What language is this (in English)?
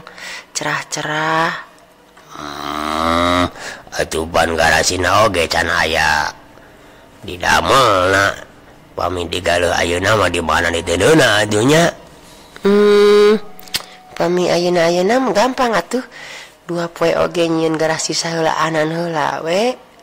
Sundanese